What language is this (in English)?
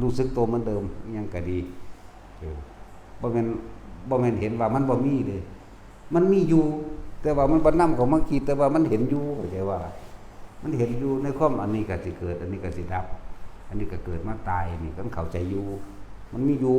Lao